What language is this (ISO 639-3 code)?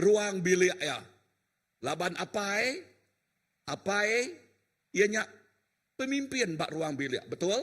iba